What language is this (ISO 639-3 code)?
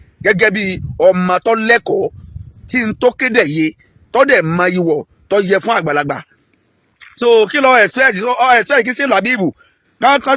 yor